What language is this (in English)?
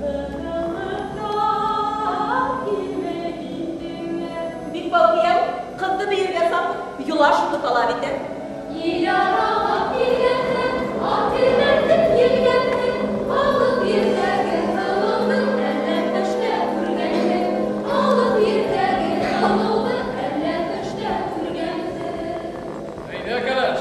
Bashkir